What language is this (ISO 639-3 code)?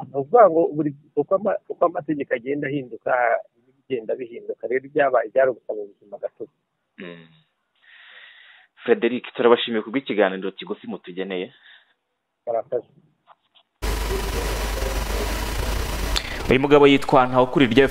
kin